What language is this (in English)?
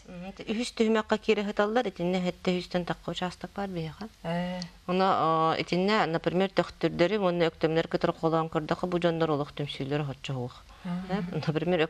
Yakut